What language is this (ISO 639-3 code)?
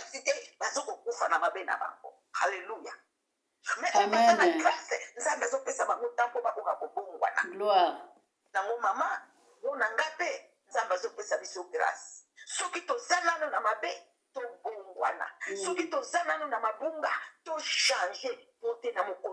lin